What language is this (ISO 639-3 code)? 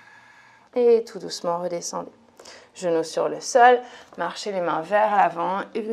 fra